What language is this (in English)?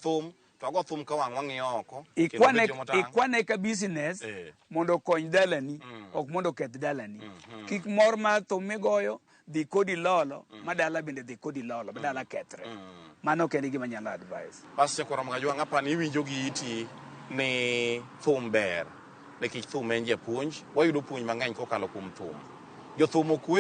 Luo (Kenya and Tanzania)